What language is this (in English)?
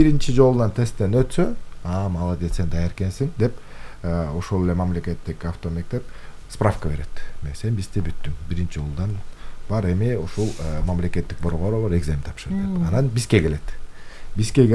Kyrgyz